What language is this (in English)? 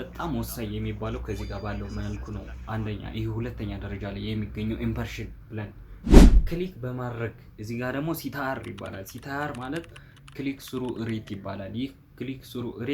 Amharic